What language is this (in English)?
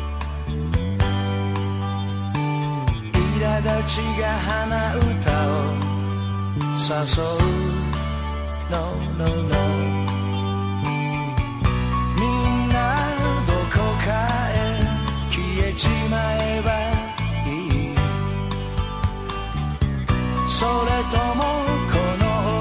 Japanese